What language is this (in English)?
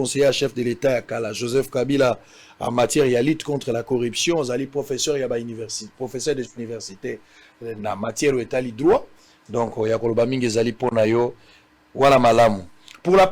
Lingala